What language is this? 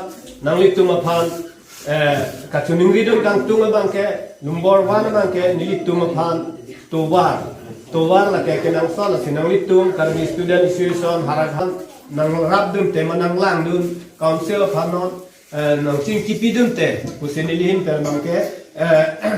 Karbi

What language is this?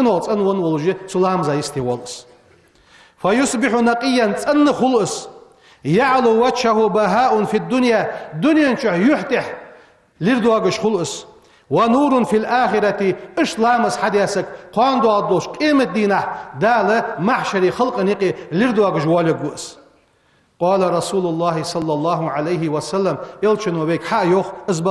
Ingush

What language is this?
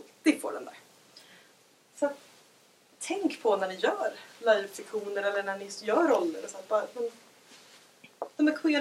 Swedish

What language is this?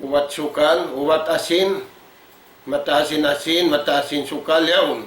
Tausug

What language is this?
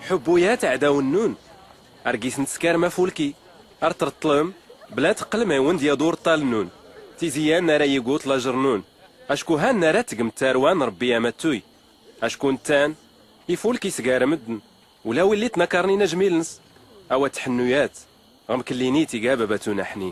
Tachelhit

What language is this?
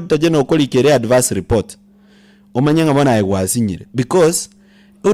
Gusii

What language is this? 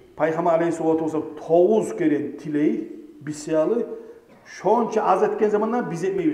Kumyk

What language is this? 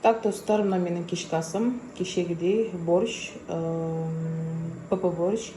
Kazakh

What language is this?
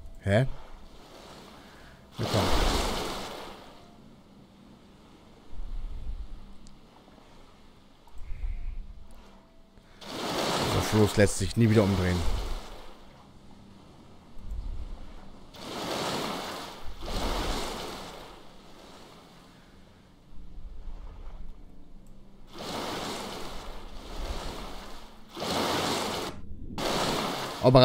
German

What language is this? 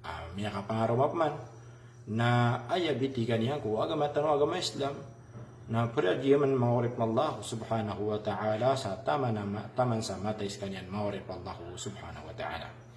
Maranao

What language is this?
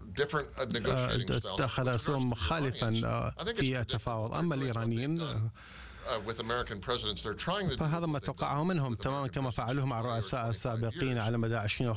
Arabic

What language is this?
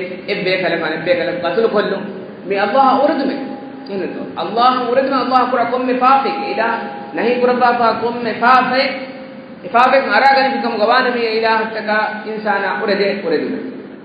Divehi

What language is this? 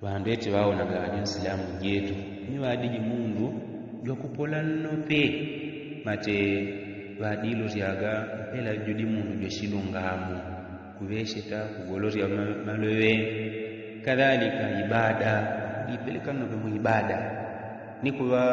Yao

